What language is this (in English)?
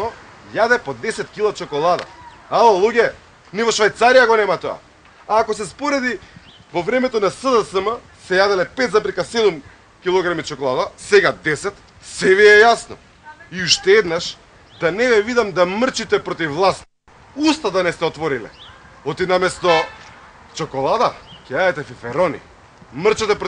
Macedonian